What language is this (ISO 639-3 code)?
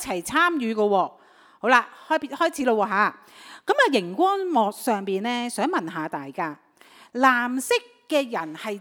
yue